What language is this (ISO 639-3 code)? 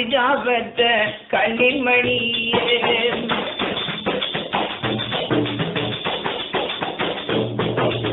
tam